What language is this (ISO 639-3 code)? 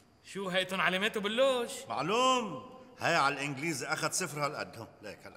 apc